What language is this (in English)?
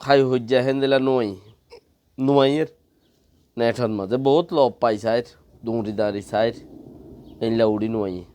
Rohingya